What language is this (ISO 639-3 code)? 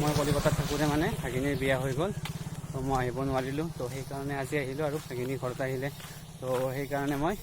asm